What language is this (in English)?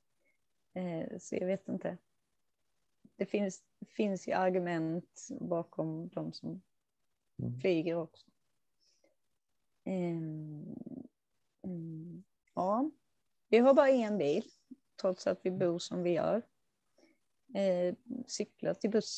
Swedish